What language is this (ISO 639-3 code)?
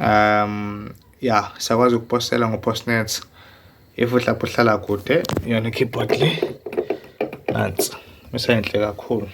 zul